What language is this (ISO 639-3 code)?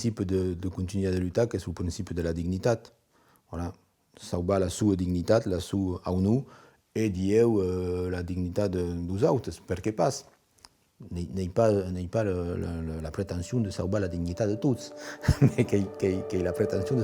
oci